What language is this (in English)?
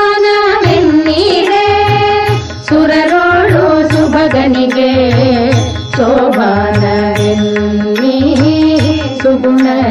Kannada